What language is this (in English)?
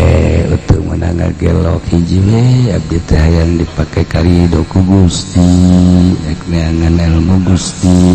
Sundanese